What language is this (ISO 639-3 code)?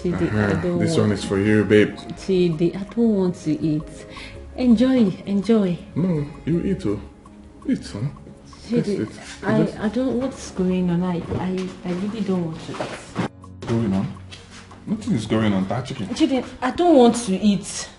pcm